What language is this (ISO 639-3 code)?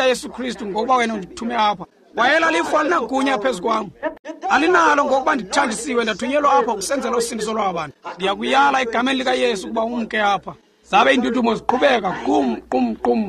xho